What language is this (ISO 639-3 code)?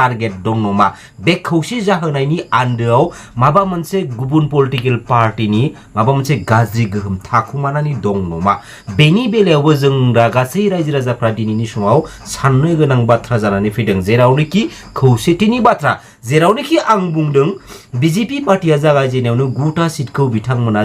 brx